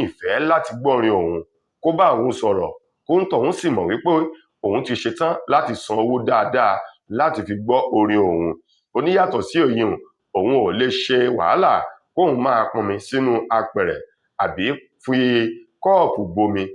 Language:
Yoruba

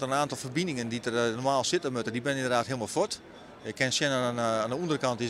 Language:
Western Frisian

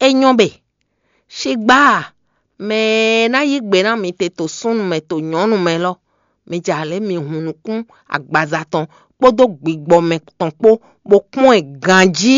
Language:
Fon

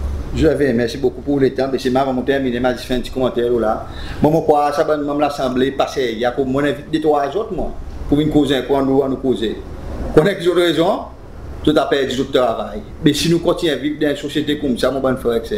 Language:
Seselwa Creole French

